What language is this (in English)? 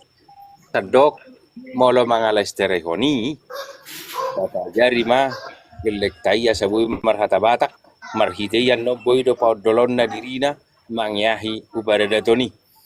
Batak Toba